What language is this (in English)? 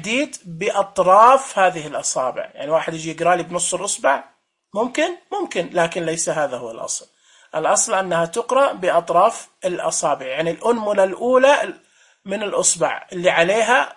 Najdi Arabic